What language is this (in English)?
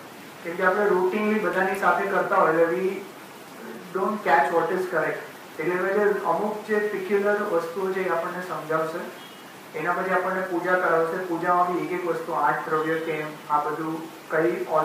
Gujarati